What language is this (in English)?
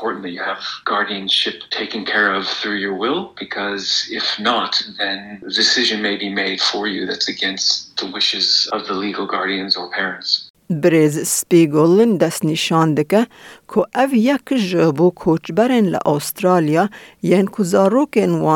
Kurdish